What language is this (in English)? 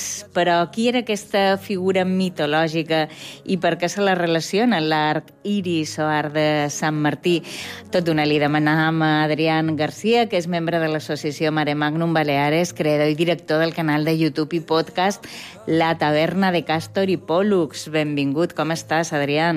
Catalan